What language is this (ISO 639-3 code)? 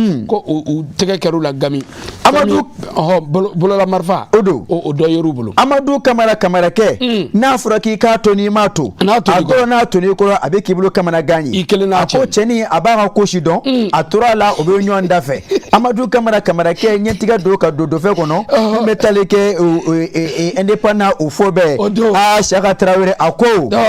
bam